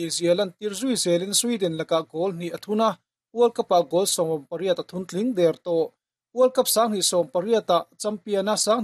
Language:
Mizo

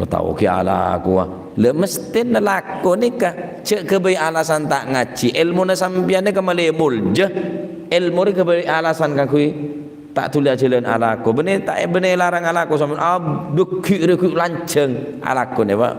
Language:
Madurese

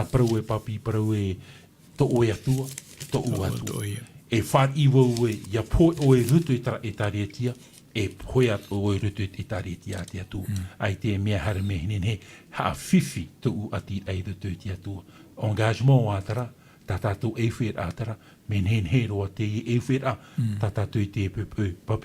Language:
Tahitian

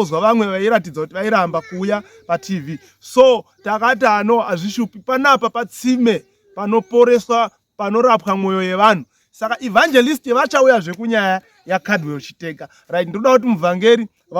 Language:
Shona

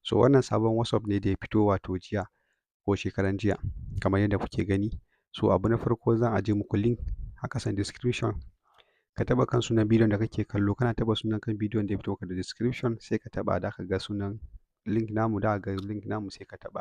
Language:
Hausa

